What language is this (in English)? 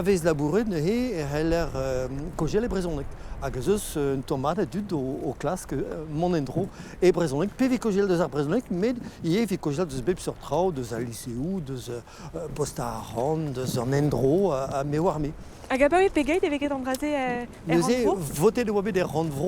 Breton